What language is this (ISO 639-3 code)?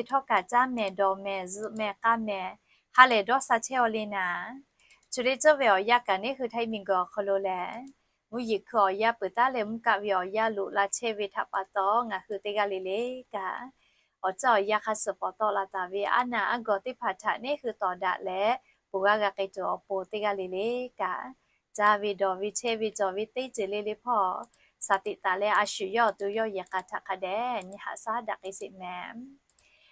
lhu